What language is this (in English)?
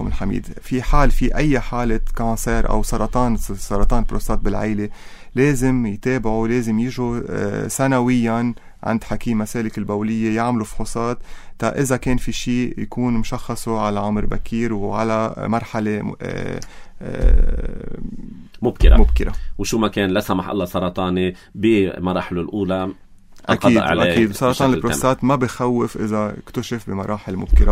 North Levantine Arabic